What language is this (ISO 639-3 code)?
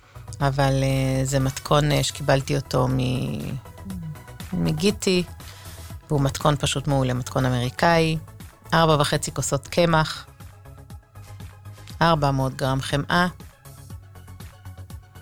heb